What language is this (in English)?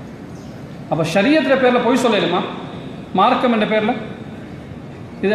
Tamil